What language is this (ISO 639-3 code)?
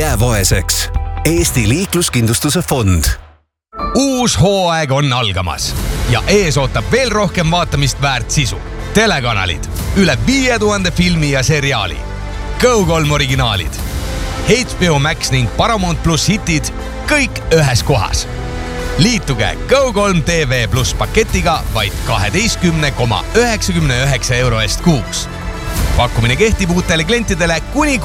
est